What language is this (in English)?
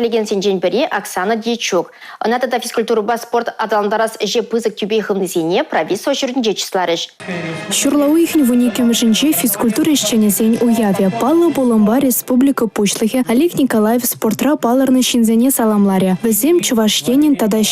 Chuvash